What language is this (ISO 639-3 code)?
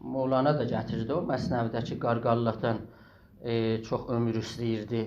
azb